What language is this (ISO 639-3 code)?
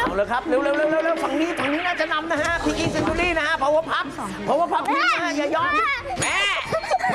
tha